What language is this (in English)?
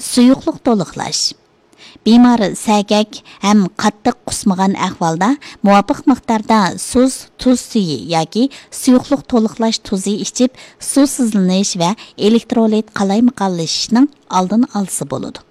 Uyghur